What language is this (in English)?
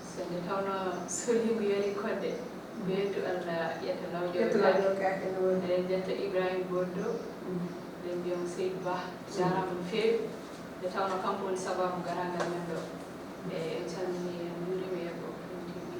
Fula